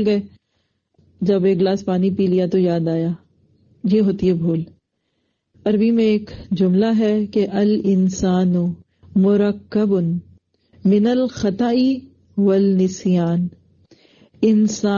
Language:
Urdu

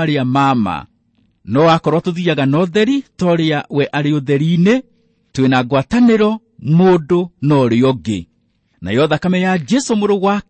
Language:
Kikuyu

